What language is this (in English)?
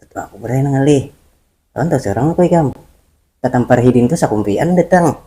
Banjar